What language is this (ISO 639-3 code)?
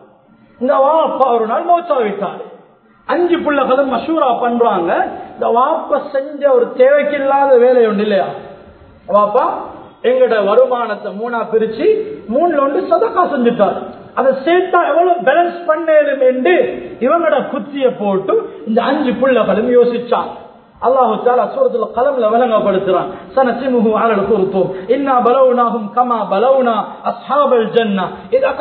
tam